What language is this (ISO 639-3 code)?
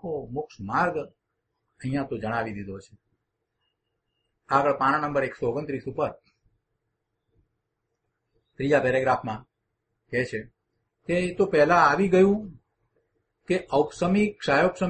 guj